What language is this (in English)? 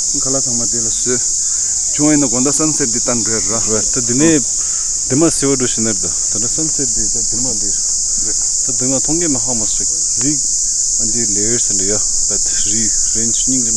Tibetan